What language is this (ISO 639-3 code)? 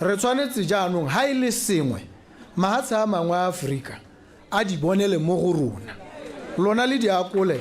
tsn